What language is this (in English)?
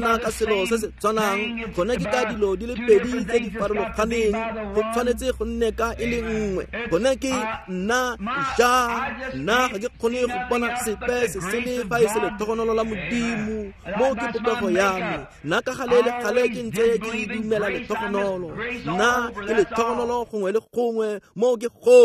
Tswana